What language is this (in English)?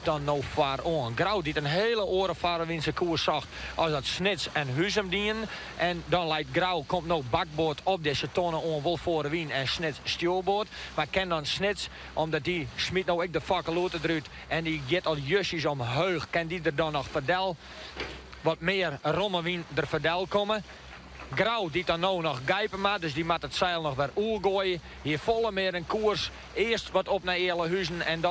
Western Frisian